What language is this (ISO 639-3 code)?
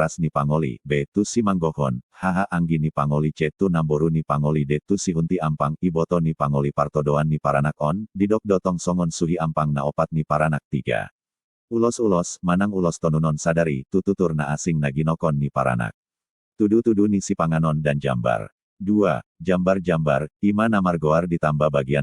bbc